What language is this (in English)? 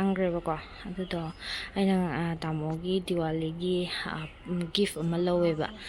Manipuri